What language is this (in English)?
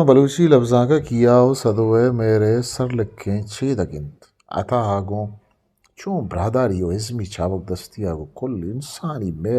Eastern Balochi